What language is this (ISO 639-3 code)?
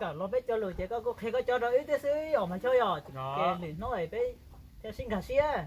hmn